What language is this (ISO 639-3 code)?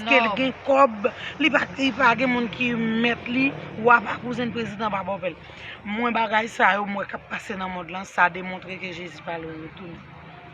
hat